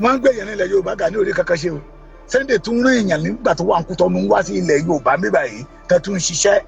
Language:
Yoruba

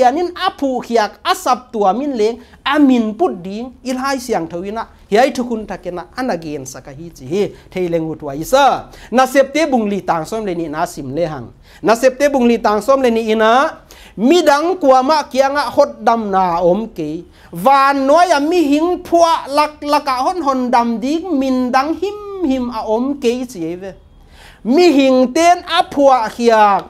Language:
Paite Chin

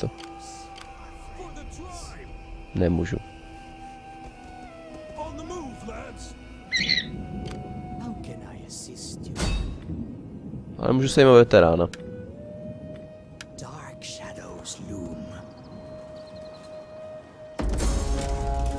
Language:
Czech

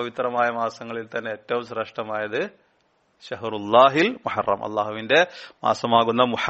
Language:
Malayalam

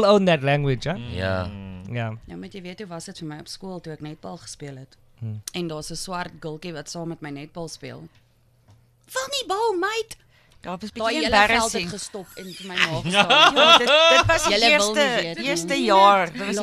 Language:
Afrikaans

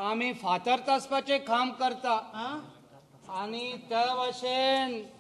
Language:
Konkani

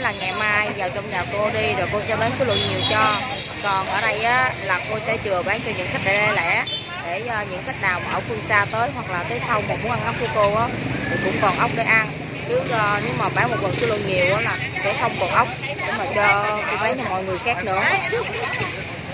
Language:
Vietnamese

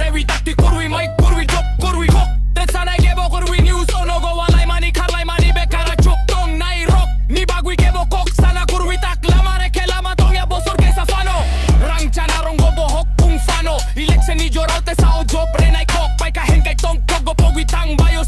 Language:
Kok Borok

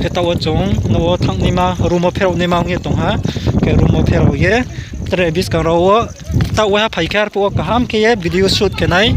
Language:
Riang (India)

